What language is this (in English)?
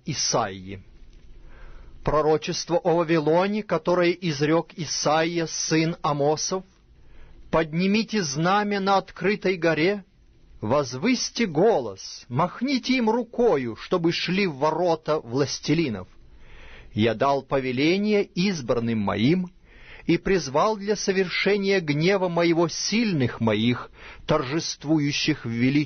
Russian